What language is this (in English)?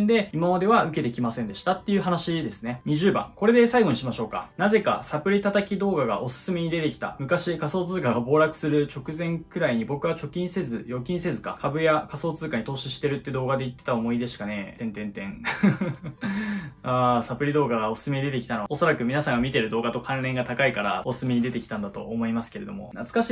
Japanese